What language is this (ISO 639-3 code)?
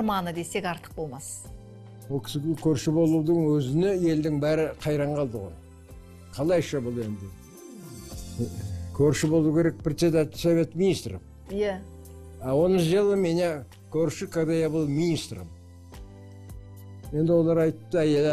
kaz